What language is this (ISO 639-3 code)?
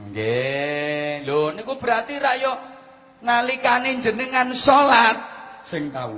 jav